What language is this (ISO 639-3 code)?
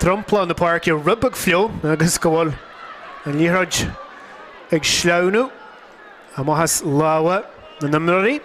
gle